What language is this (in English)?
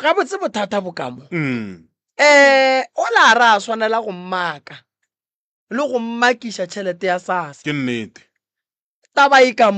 Northern Sotho